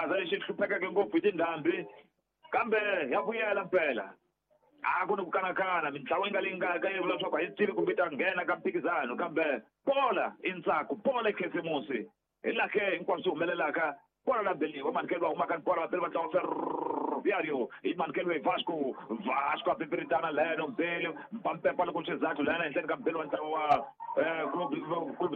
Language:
Tsonga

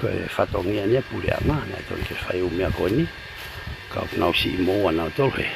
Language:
Tongan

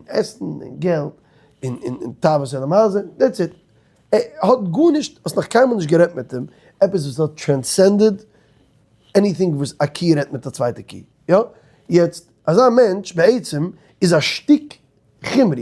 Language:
Yiddish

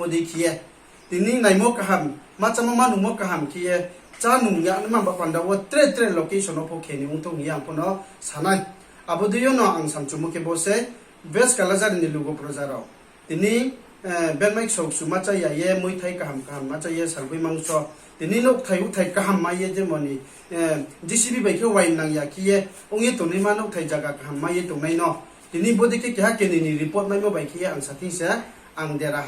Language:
Riang (India)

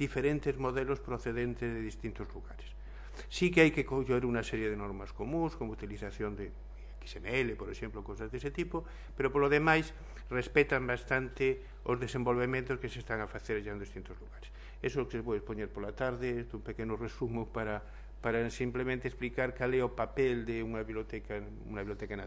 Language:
Galician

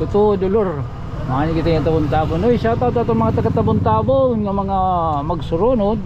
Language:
Waray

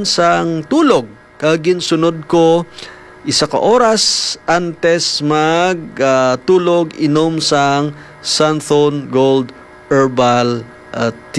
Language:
Hiligaynon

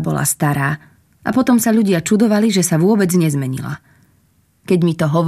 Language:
Slovak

